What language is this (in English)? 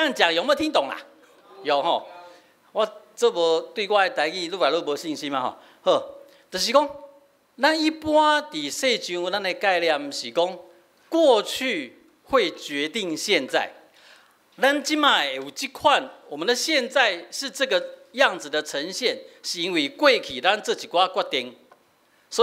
Min Nan Chinese